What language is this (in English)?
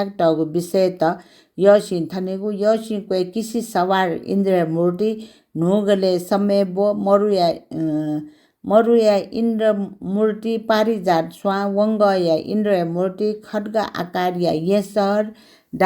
Newari